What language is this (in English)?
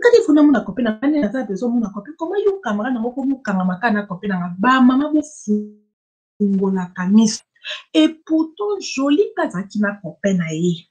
Lingala